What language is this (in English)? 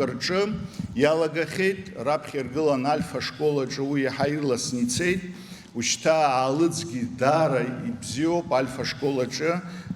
Abkhazian